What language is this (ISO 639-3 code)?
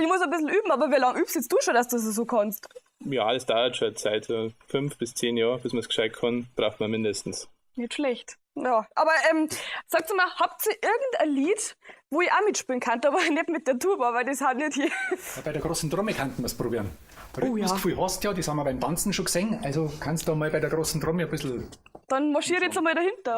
bar